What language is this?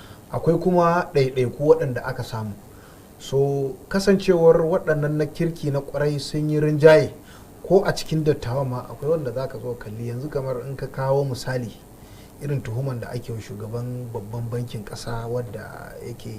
Hausa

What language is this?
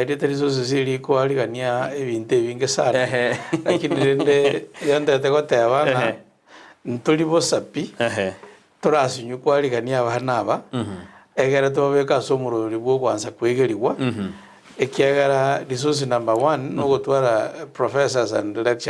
Gusii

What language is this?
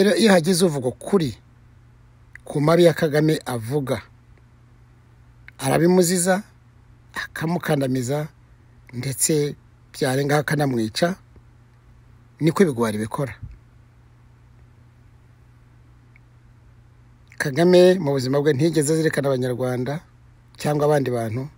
Kinyarwanda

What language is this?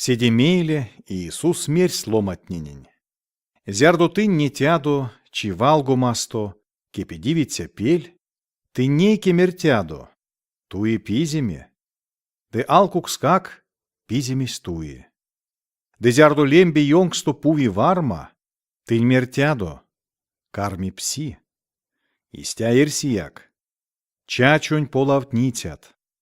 Erzya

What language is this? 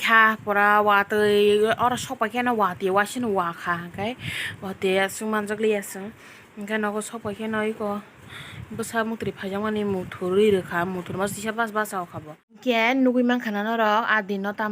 Kok Borok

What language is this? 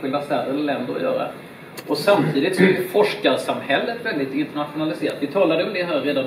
Swedish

